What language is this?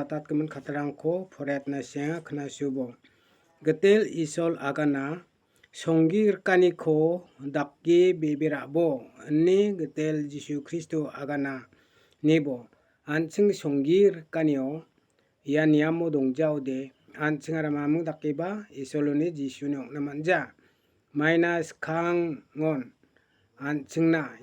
Garo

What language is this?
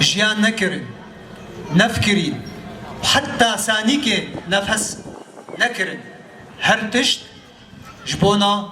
Kurdish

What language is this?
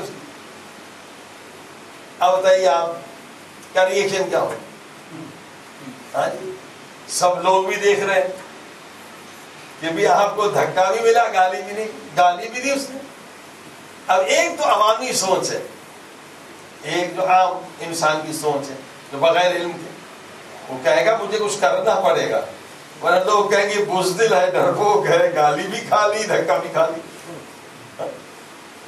Urdu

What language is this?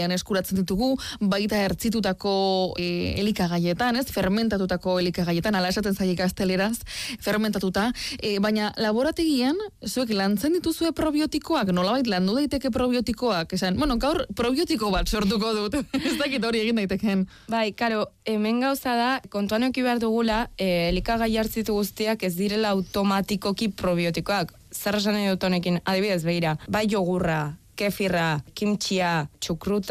Basque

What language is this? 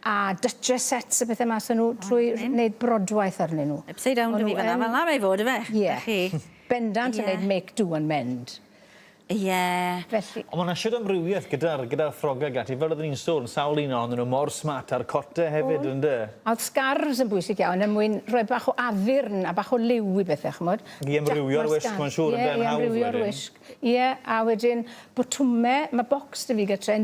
Welsh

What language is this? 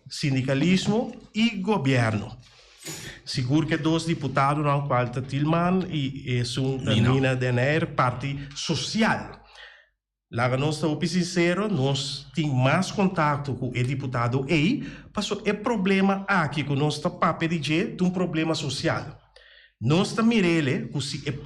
Papiamento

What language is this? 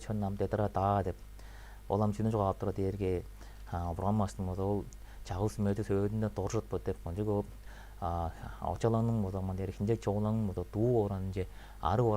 Tuvinian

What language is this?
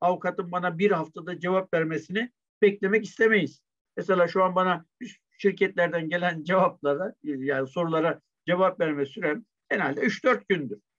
Turkish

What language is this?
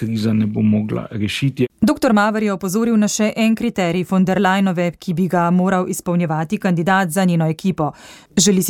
Slovenian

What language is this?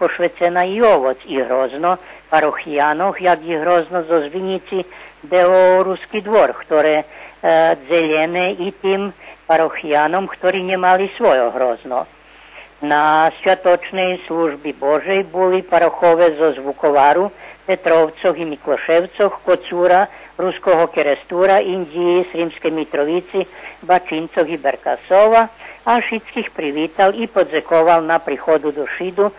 Rusyn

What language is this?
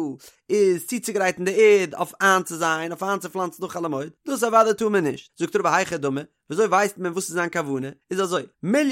Yiddish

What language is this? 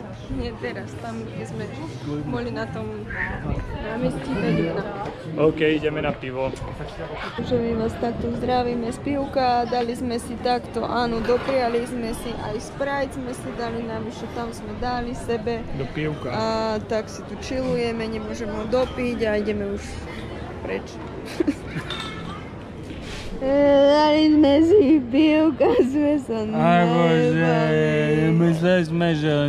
Slovak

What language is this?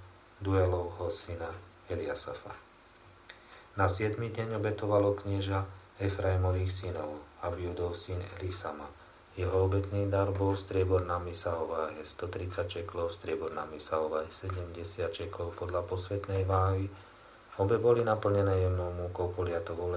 Slovak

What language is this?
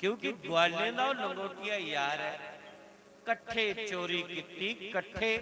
Dogri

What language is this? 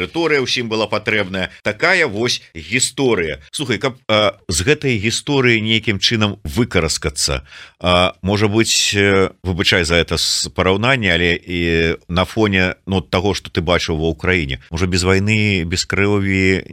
Belarusian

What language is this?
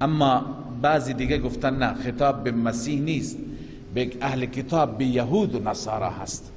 Persian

